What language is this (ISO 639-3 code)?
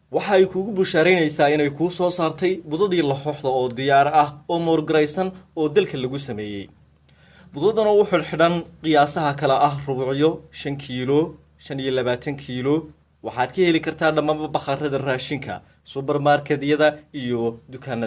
som